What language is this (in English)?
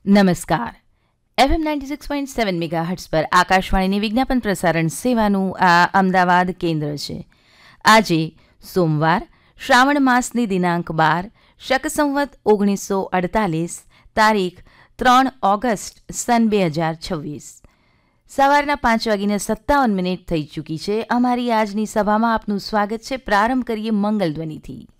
Gujarati